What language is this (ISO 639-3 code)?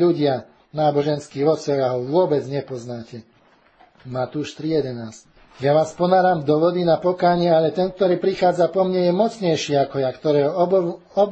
slk